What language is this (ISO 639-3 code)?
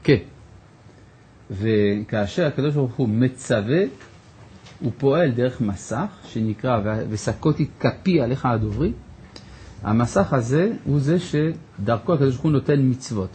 heb